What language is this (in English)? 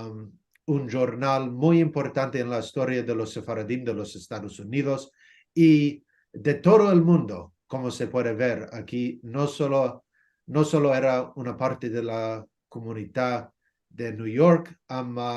Ladino